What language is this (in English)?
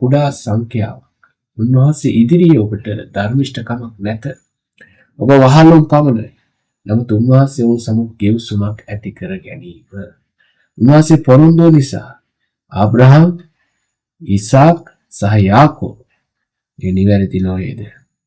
Sinhala